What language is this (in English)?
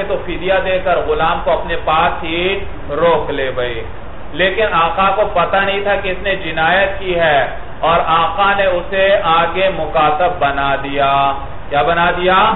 Urdu